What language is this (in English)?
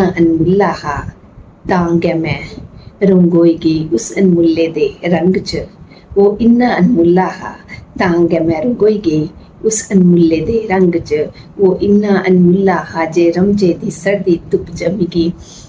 Dogri